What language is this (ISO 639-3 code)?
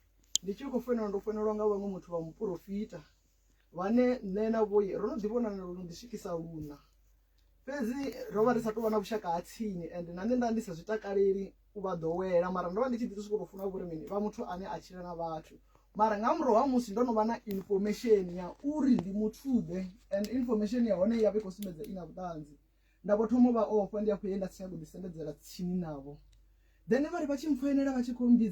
ven